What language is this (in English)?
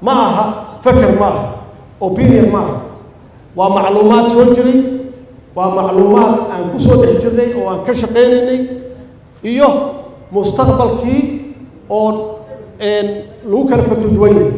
Somali